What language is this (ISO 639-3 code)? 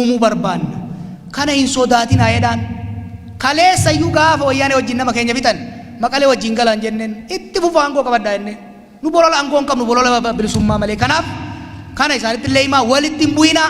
orm